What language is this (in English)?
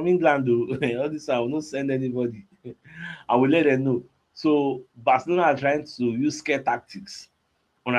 Nigerian Pidgin